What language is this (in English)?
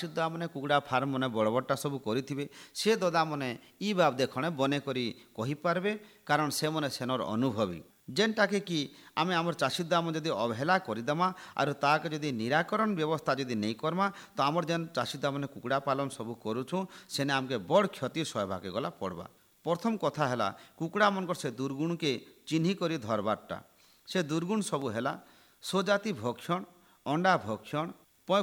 Odia